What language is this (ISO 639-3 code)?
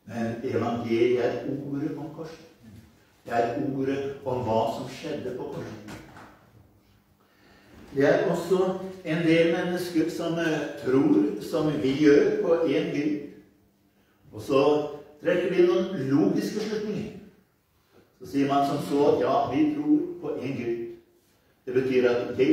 nor